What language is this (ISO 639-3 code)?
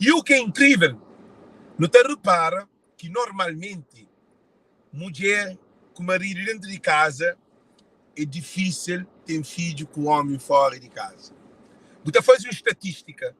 kea